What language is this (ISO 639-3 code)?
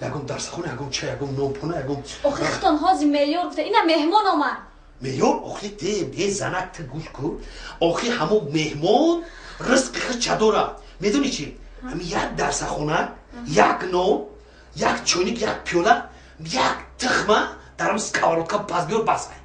tgk